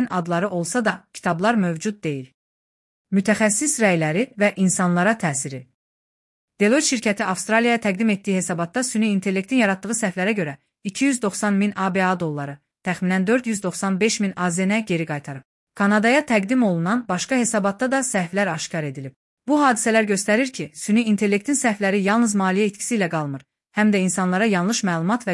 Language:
Azerbaijani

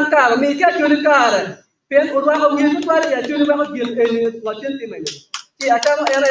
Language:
Acoli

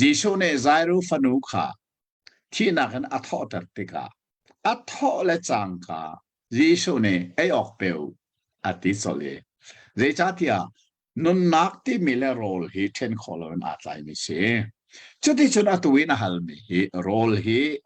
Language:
Hakha Chin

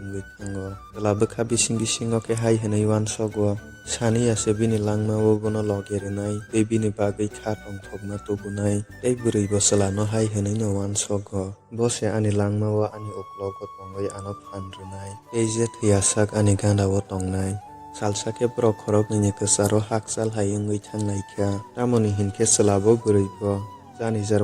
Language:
Kok Borok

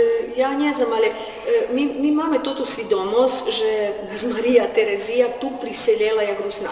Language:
Rusyn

